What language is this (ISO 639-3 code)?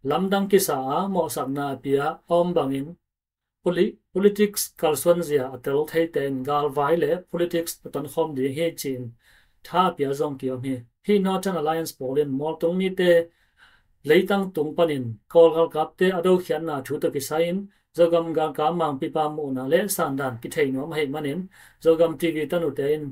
ctd